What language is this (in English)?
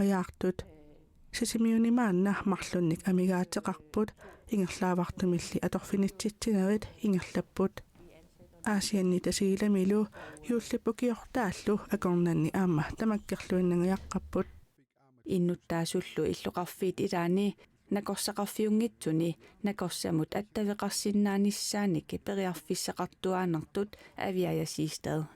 Kalaallisut